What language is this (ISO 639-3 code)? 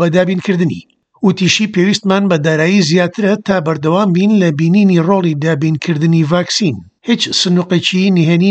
ckb